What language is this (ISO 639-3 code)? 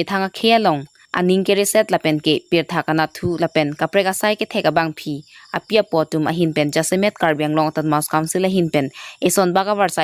mjw